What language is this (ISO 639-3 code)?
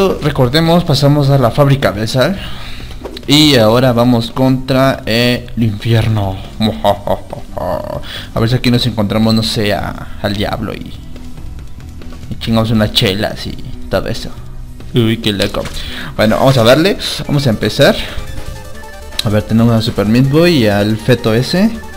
spa